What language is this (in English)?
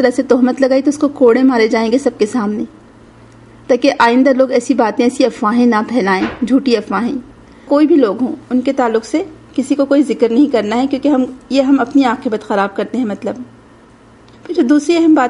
Urdu